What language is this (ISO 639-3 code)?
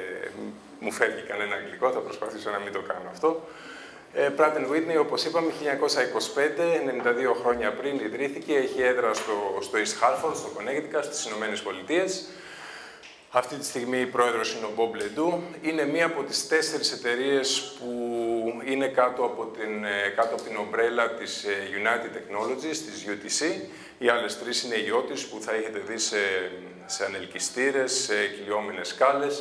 ell